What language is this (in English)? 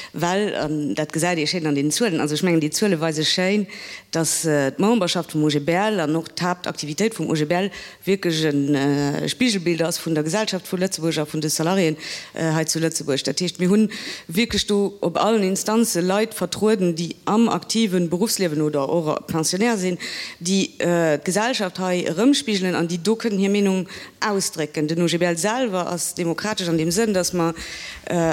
Luxembourgish